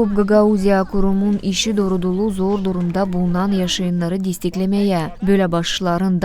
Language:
Gagauz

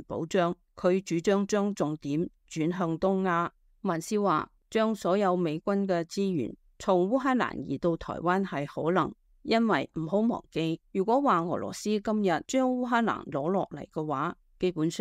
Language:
Cantonese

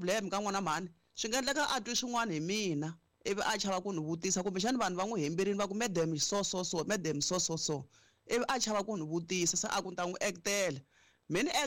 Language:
Tsonga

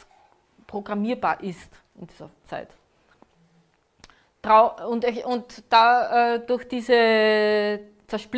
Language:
German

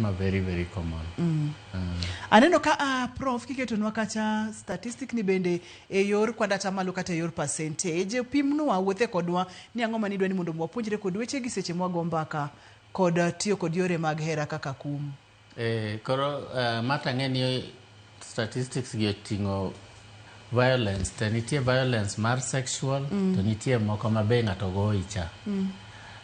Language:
Luo (Kenya and Tanzania)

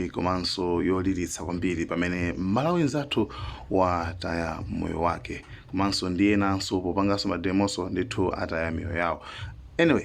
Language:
Nyanja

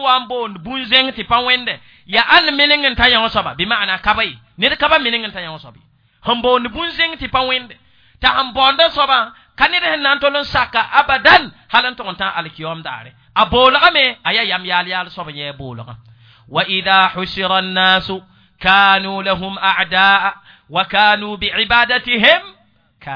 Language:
Mossi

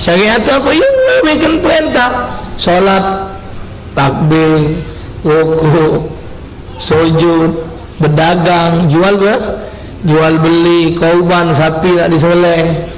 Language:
Musi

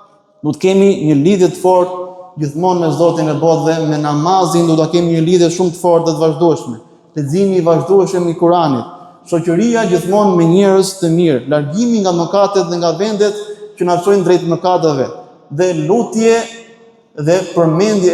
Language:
Albanian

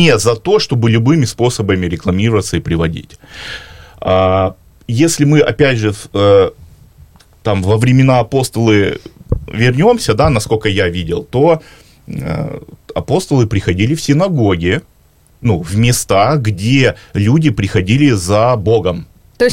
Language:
Russian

